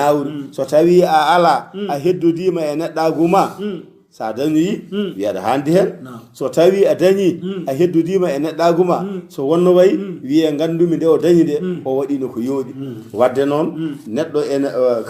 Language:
Fula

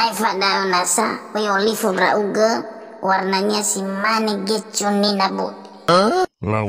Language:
Nias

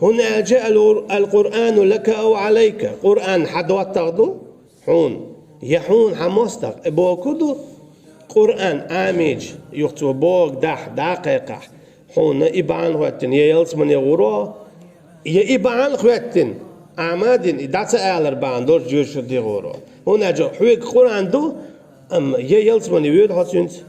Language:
Chechen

